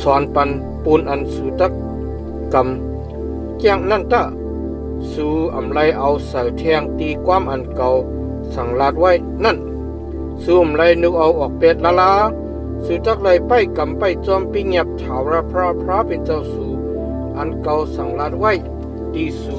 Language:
Shan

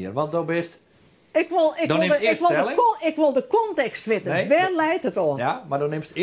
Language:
Western Frisian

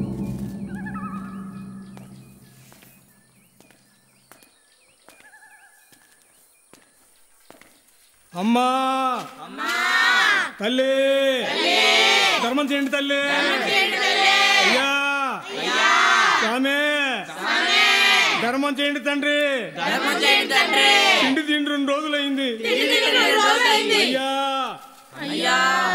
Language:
Telugu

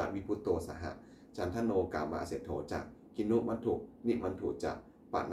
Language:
Pali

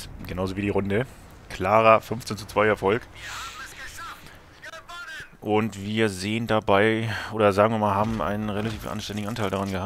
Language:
German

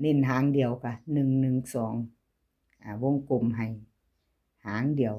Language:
Lao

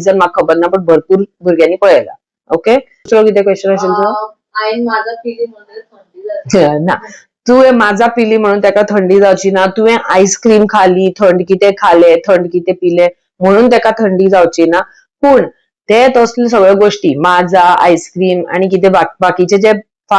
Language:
Konkani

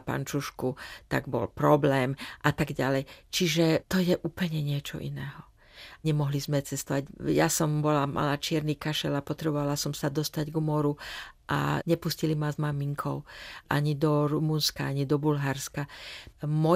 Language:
Slovak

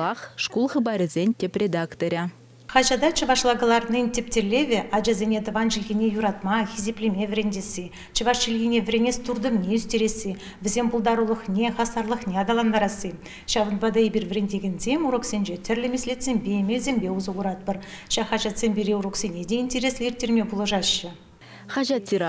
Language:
Chuvash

